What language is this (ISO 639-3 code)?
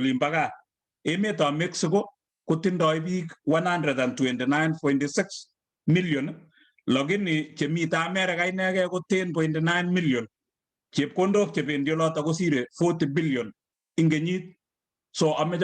kln